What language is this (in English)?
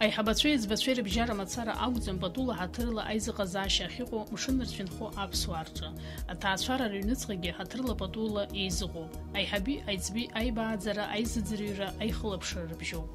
Abkhazian